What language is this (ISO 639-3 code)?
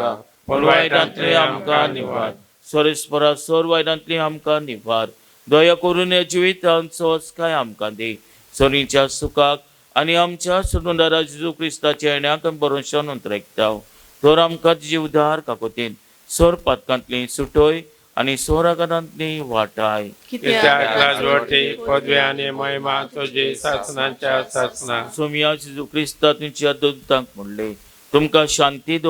kok